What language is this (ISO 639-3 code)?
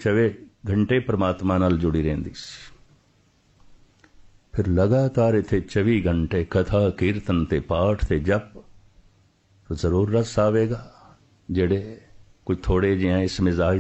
pan